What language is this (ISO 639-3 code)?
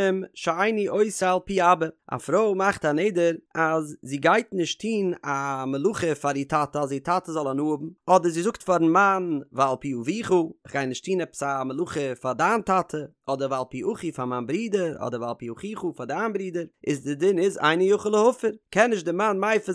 yid